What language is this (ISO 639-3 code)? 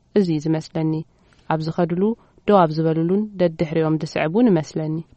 tir